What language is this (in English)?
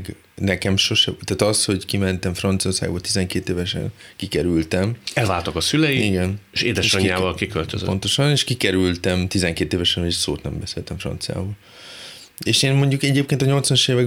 Hungarian